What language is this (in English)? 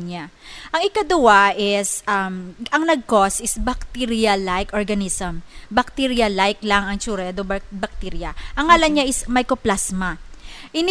Hiligaynon